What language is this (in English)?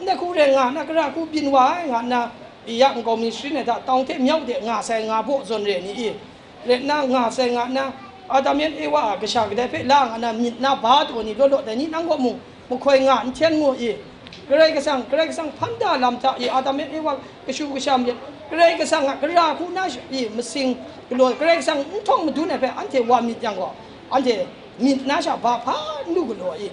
Kachin